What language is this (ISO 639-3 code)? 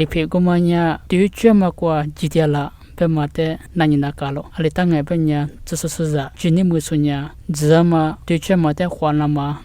lis